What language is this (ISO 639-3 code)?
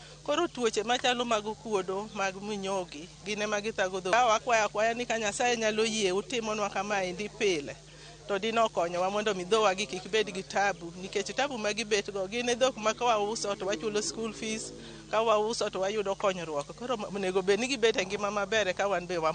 luo